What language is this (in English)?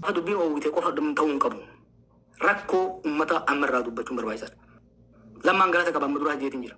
Oromo